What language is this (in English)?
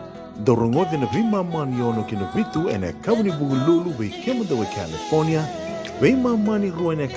Fijian